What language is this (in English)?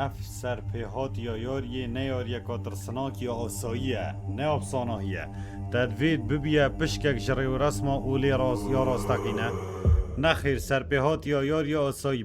Kurdish